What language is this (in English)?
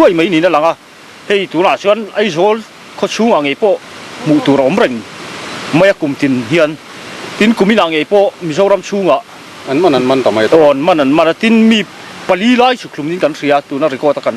Mizo